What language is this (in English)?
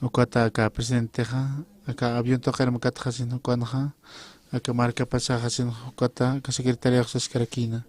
Aymara